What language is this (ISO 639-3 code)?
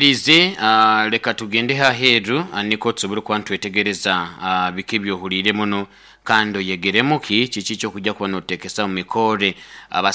nyo